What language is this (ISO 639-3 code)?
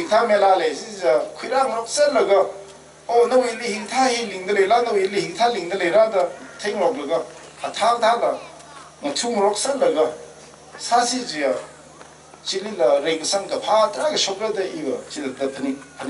nmf